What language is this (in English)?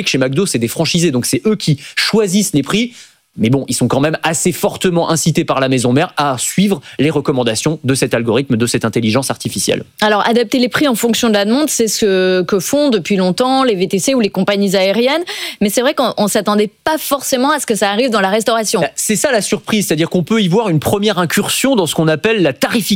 French